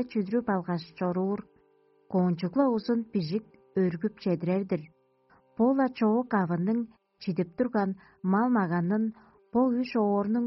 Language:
Tuvinian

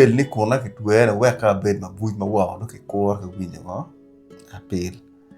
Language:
Acoli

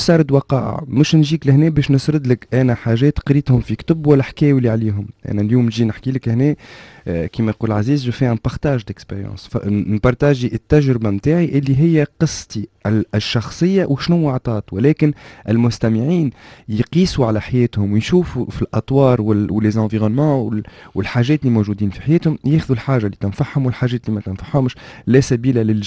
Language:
Tunisian Arabic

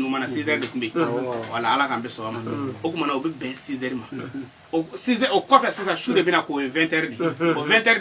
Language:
Bambara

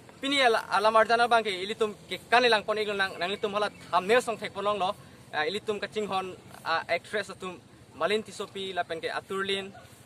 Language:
Karbi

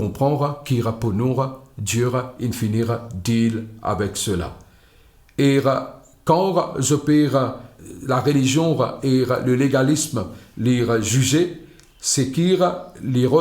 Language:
Morisyen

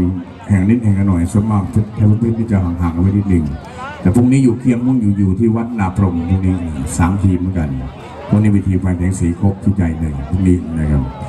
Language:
Thai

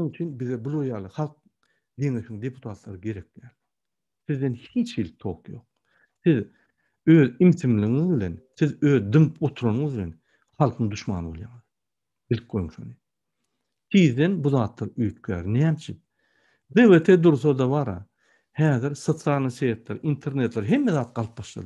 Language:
Turkmen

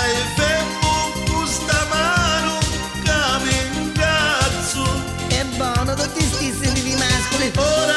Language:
Neapolitan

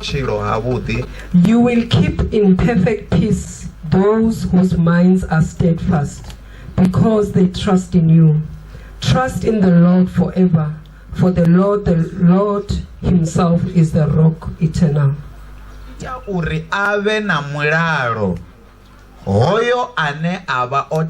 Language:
Venda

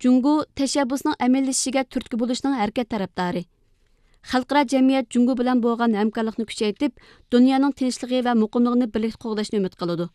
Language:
Uyghur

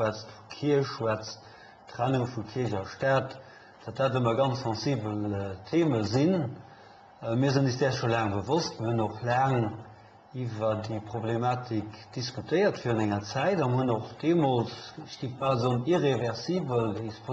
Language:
Luxembourgish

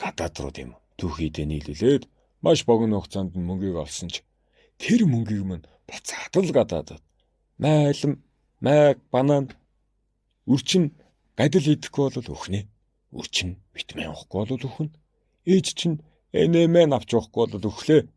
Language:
Mongolian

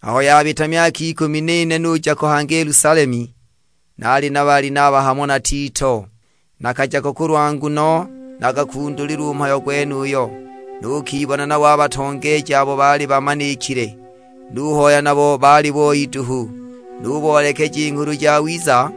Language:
Sukuma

